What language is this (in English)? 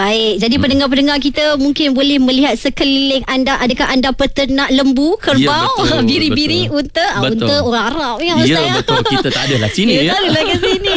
Malay